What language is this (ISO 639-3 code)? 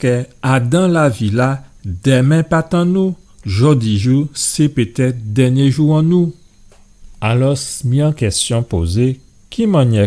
gcf